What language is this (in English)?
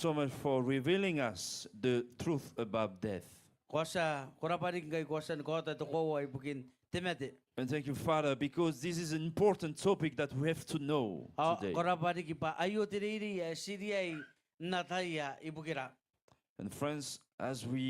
Gilbertese